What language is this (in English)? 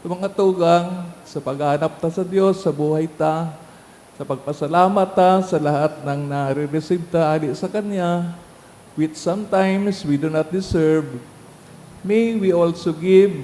Bikol